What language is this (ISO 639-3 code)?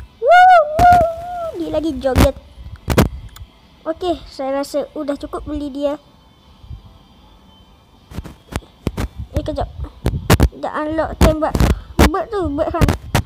msa